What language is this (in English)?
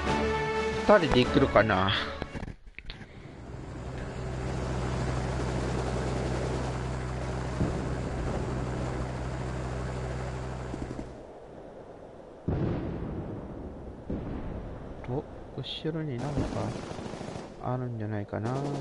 Japanese